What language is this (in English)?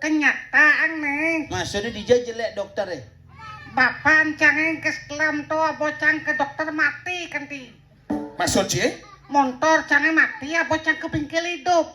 Balinese